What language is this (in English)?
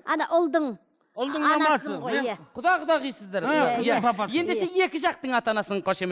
Kazakh